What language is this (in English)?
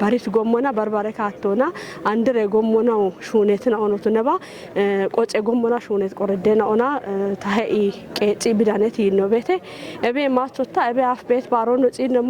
Kafa